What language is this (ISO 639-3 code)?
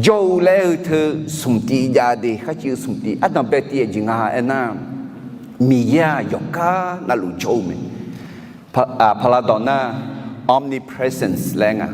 ahk